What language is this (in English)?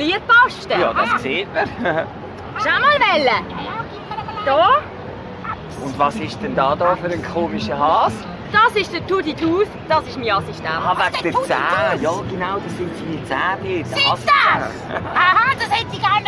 Swiss German